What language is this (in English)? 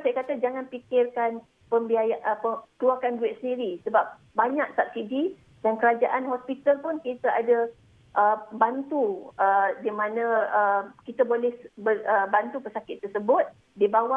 Malay